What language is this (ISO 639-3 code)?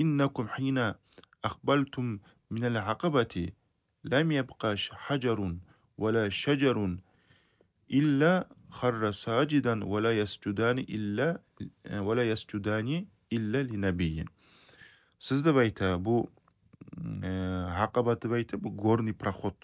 kum